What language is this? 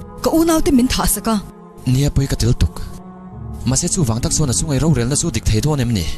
Mizo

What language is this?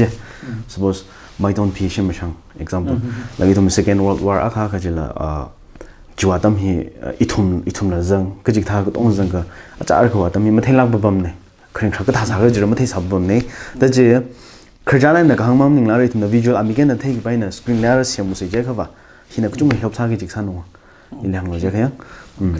Tangkhul Naga (India)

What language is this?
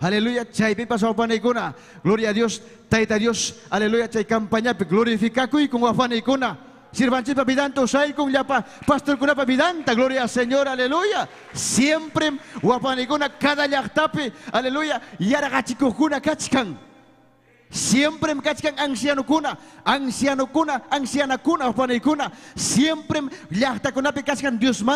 Ayacucho Quechua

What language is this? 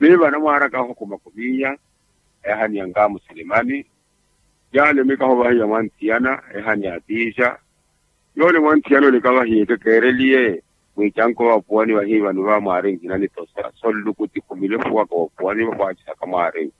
Makhuwa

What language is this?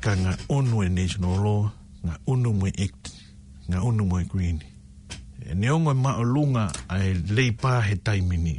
Tongan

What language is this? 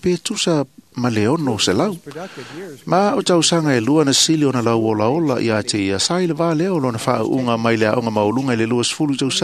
Samoan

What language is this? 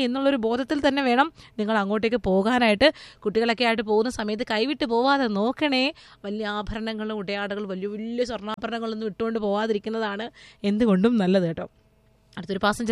Malayalam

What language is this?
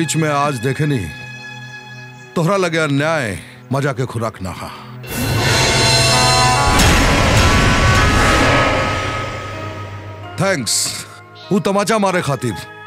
Bhojpuri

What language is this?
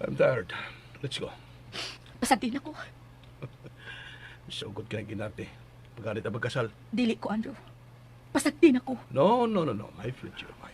Cebuano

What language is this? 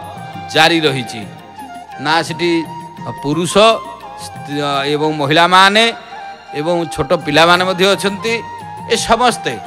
Odia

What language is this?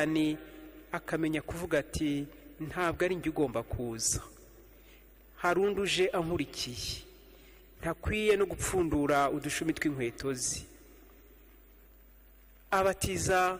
Kinyarwanda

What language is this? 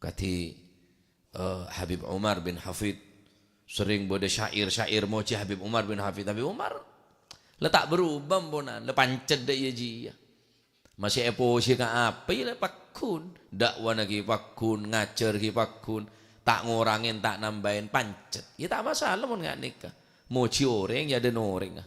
Madurese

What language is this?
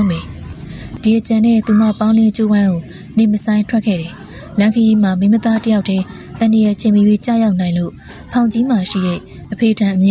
Burmese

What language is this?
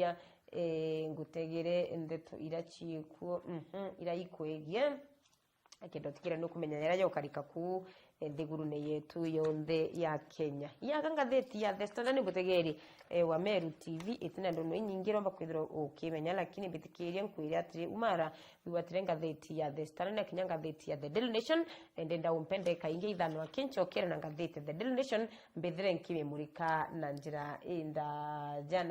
Meru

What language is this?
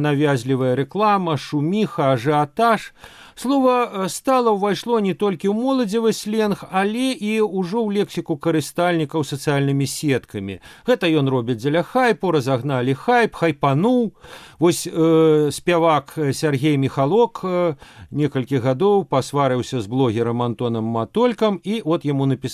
Belarusian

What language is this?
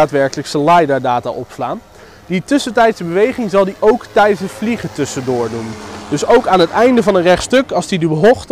Dutch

